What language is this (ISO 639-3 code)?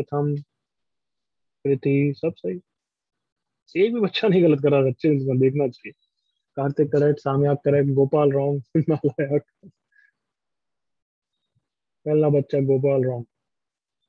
hin